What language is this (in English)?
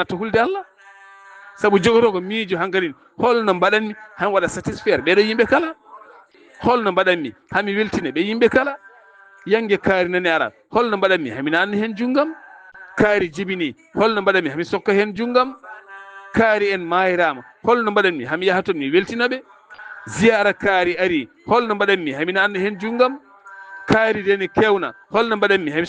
Fula